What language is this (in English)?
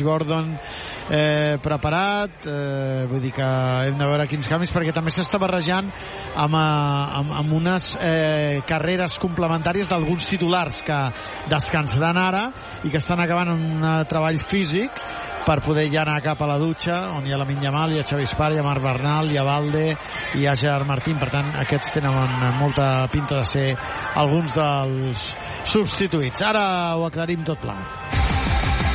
Catalan